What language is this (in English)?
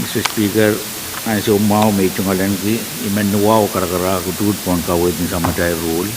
Pohnpeian